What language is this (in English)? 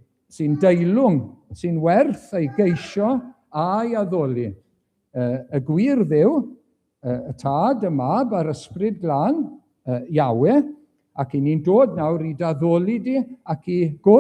Welsh